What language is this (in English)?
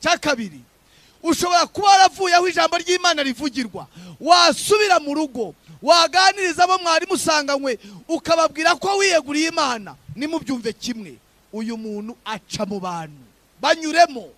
Kinyarwanda